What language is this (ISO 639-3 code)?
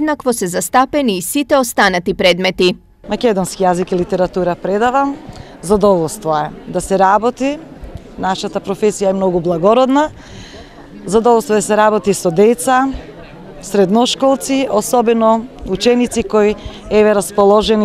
mkd